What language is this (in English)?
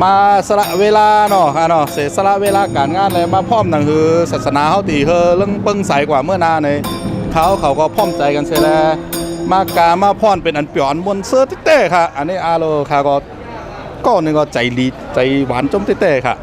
Shan